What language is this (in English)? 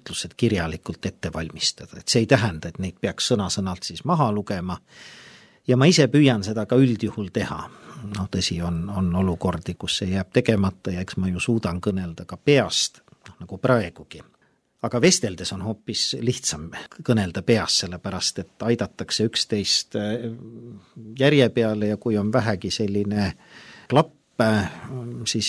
Estonian